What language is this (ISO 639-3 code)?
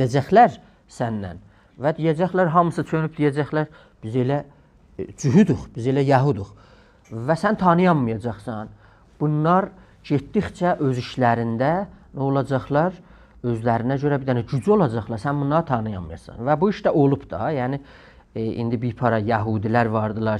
azb